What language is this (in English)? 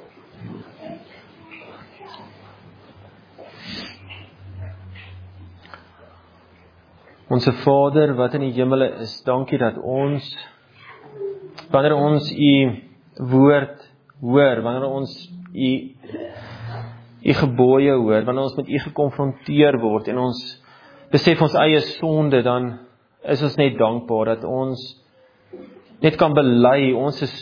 Afrikaans